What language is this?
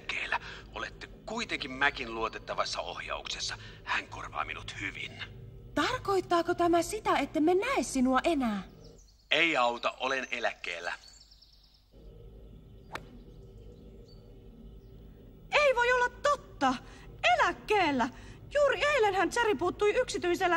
Finnish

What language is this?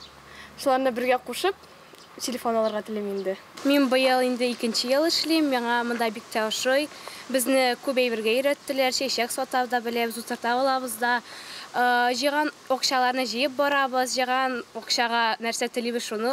Tatar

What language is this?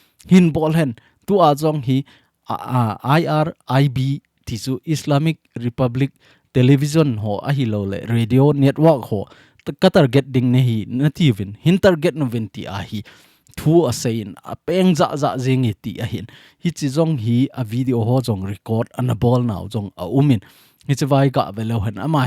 Thado Chin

